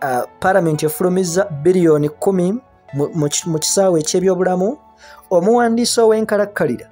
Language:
Ganda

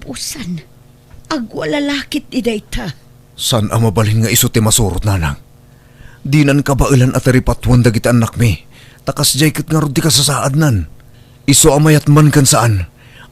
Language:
Iloko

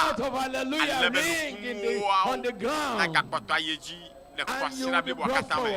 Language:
Ewe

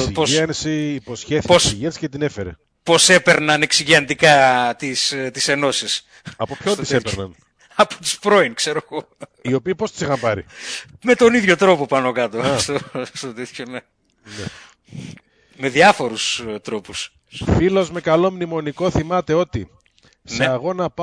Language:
Greek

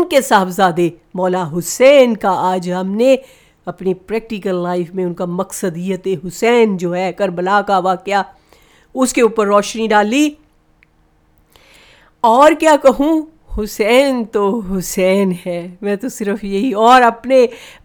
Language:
Urdu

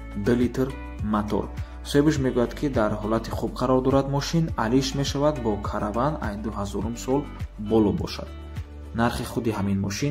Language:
Tajik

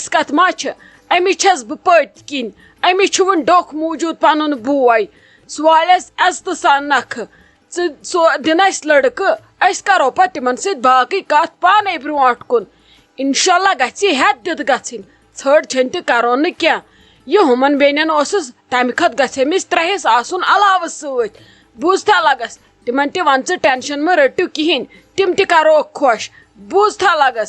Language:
Kashmiri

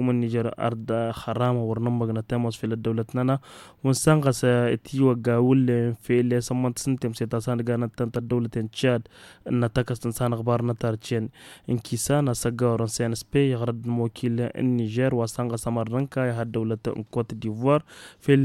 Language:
Tamasheq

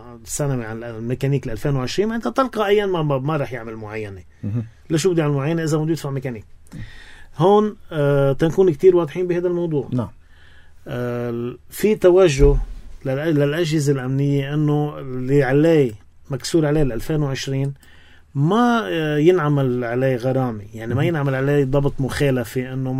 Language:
North Levantine Arabic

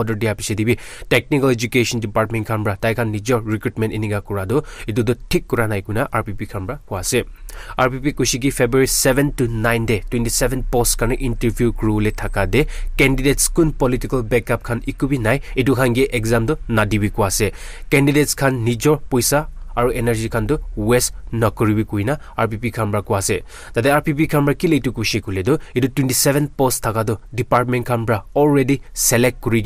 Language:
Naga Pidgin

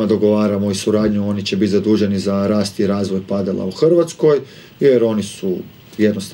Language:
Croatian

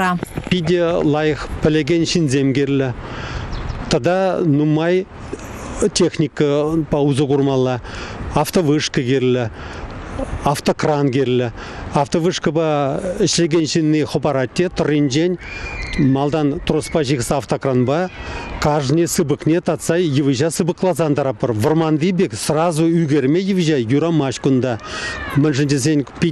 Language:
Chuvash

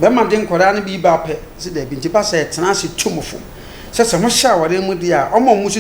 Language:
Akan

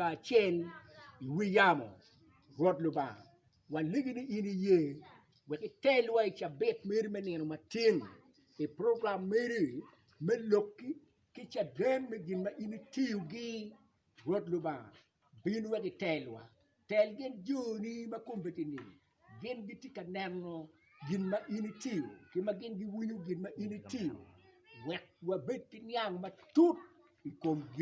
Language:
Acoli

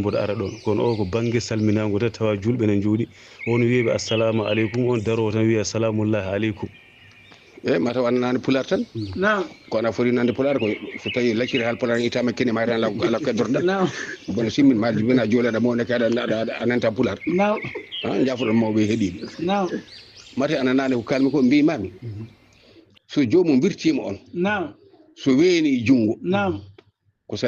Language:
Fula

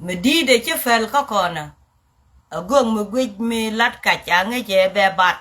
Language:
Nuer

